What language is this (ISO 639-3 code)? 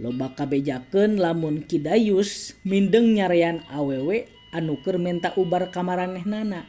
sun